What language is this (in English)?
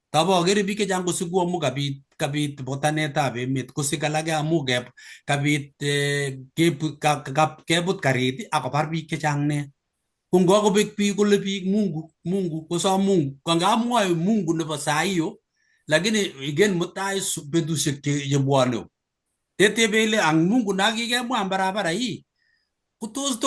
Kalenjin